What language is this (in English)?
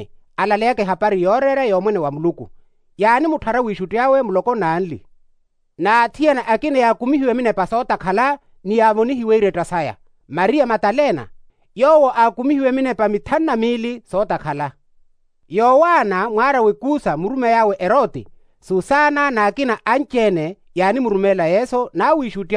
Makhuwa